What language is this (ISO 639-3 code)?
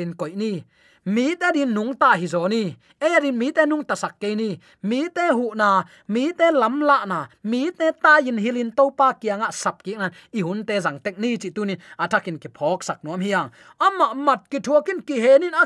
ctd